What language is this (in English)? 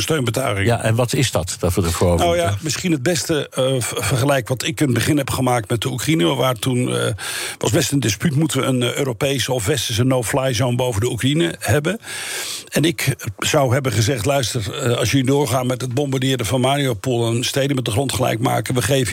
Dutch